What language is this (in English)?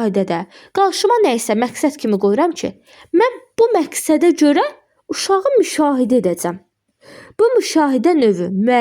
Azerbaijani